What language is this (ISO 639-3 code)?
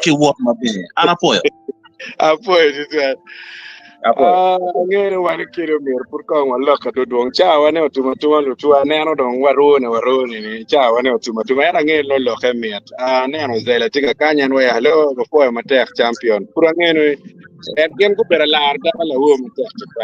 ach